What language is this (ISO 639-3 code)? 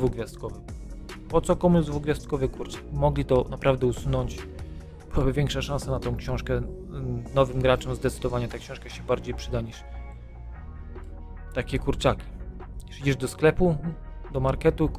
pol